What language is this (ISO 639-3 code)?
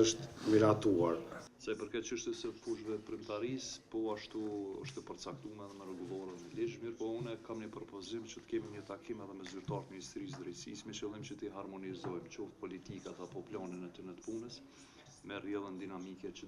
sqi